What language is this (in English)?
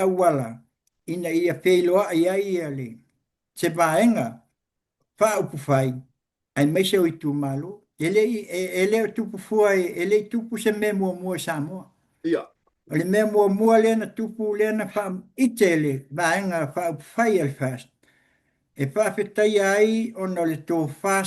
Samoan